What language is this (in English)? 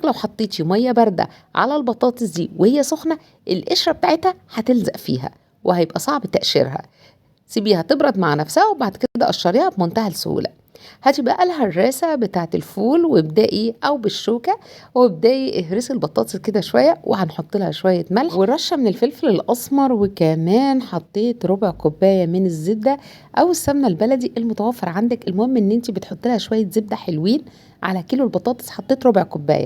Egyptian Arabic